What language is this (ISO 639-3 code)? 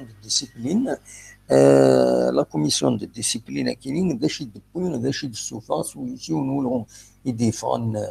kab